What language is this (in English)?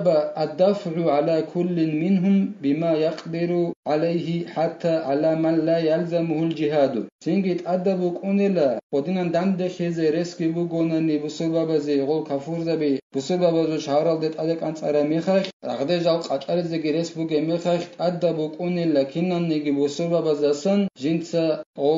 Avaric